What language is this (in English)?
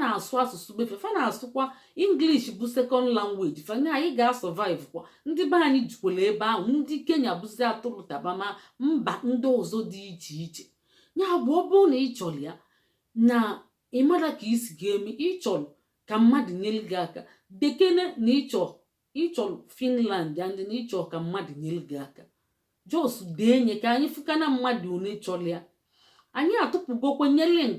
Igbo